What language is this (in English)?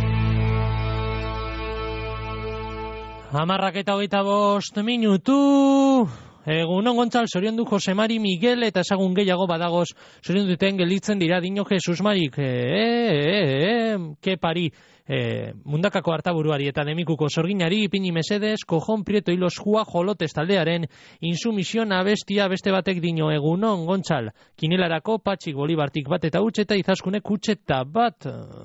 Basque